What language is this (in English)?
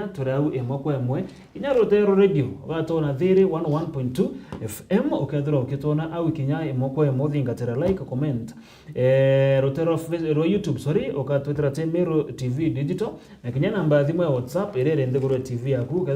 Meru